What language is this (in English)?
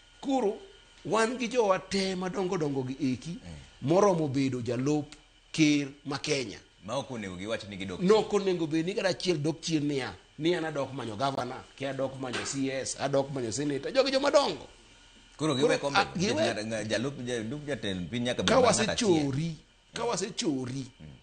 Luo (Kenya and Tanzania)